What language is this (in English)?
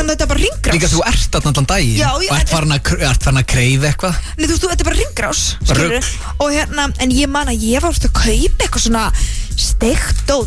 Icelandic